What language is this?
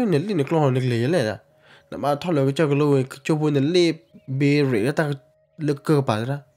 S'gaw Karen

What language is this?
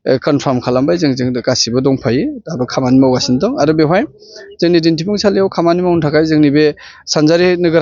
Bodo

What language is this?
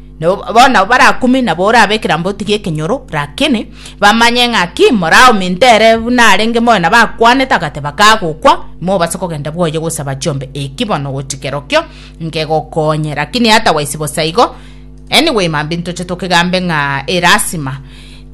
Gusii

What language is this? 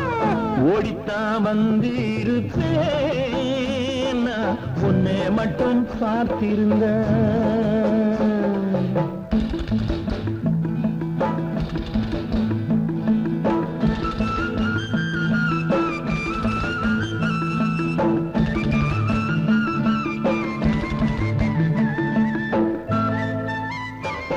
Tamil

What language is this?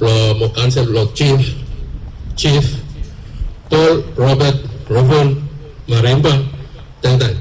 Bislama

